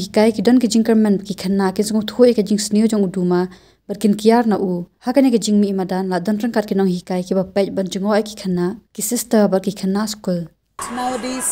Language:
Khasi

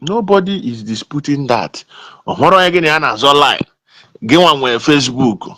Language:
Igbo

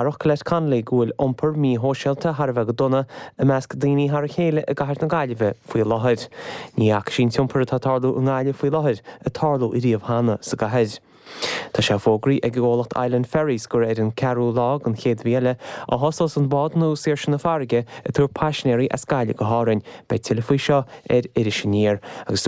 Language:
Irish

